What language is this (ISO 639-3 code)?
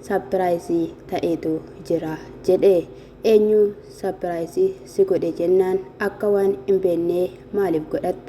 orm